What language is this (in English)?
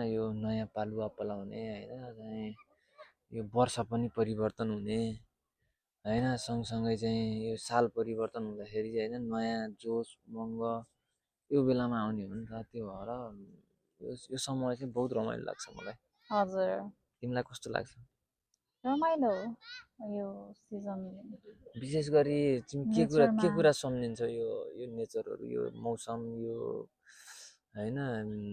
Nepali